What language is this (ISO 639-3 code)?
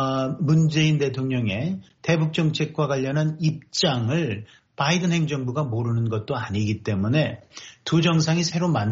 kor